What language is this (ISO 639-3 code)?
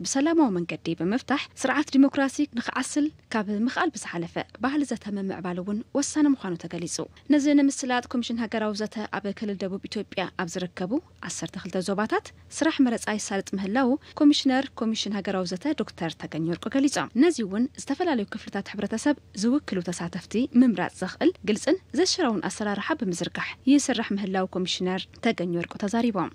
tir